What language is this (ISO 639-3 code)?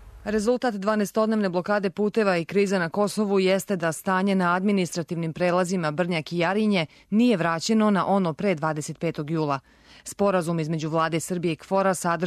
srp